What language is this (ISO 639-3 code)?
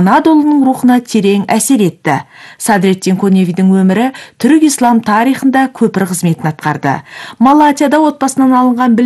kaz